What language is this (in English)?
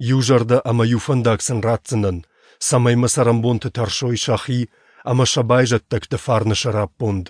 Ossetic